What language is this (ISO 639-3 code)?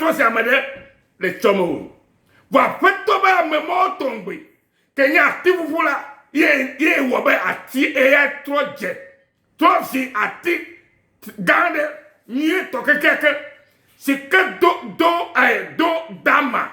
ewe